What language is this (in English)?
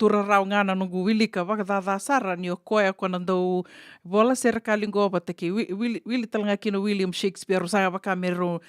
Fijian